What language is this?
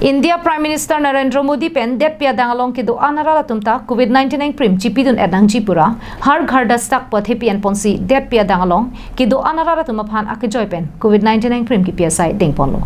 Karbi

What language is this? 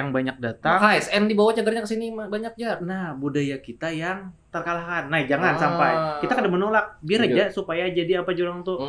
Banjar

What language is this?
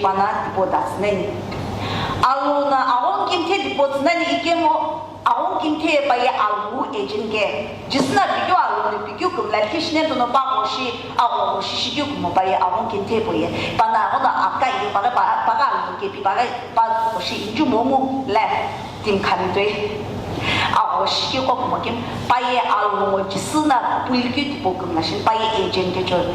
Sumi Naga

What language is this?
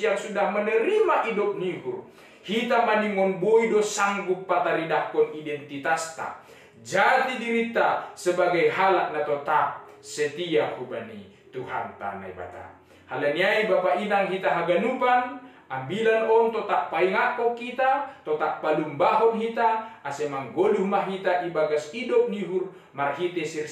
Batak Simalungun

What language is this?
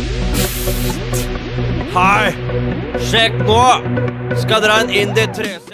Norwegian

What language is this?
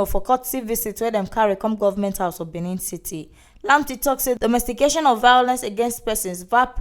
Nigerian Pidgin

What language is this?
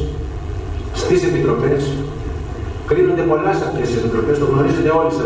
Greek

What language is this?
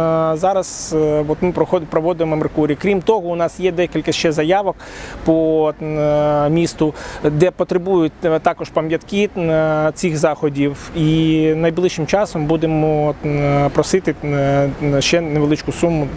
Ukrainian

